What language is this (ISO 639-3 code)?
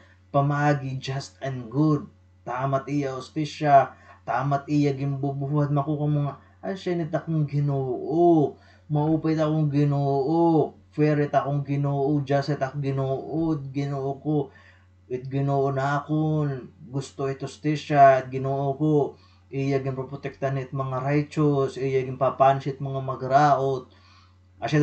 war